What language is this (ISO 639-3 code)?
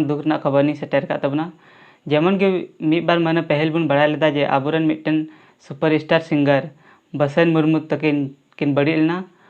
sat